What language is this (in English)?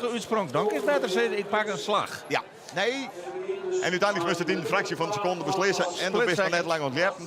Western Frisian